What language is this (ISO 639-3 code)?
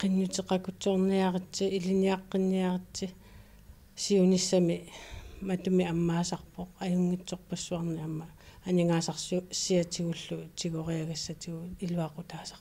kal